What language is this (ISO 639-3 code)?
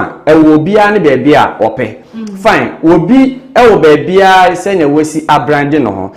aka